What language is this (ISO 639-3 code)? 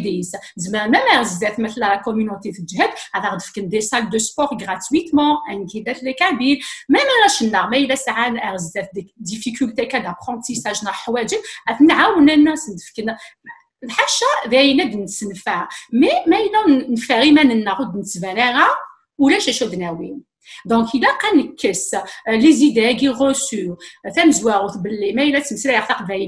kab